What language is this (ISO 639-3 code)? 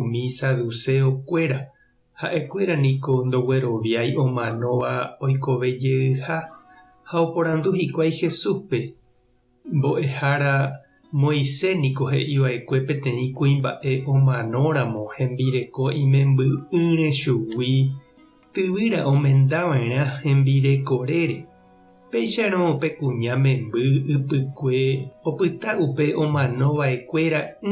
grn